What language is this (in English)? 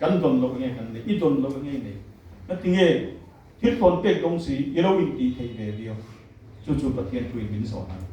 Mizo